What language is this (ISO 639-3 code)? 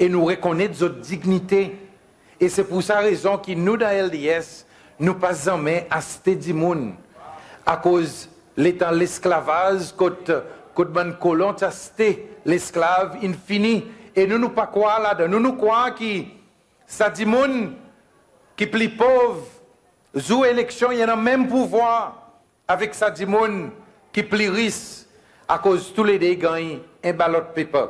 crs